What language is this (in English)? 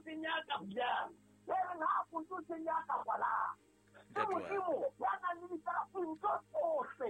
Southern Sotho